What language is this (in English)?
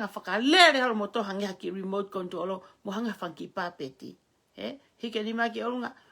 Tongan